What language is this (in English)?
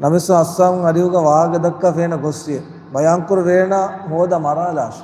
Divehi